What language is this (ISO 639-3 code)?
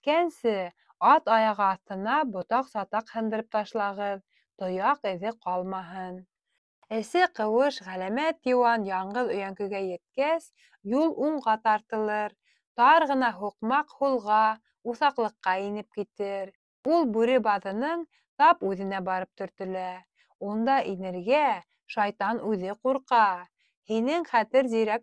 bak